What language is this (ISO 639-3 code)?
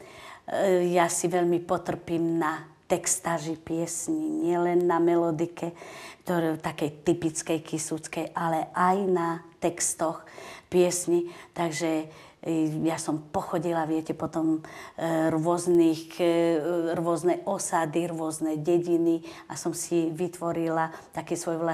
slk